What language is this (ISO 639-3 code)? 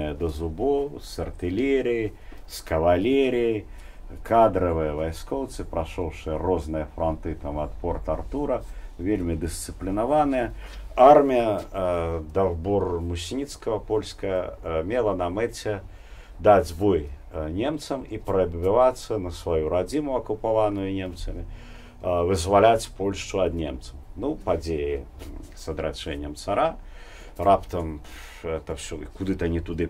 bel